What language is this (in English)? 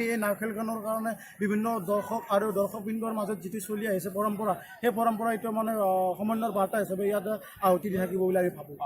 Assamese